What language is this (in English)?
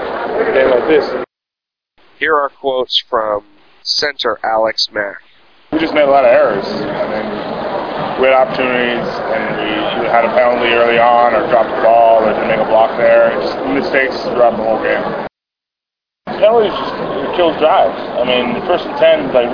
English